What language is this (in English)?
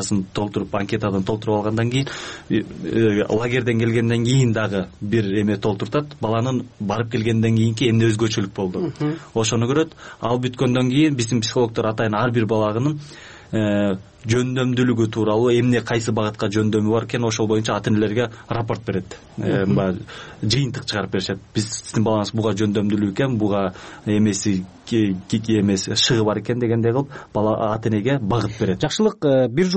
Kyrgyz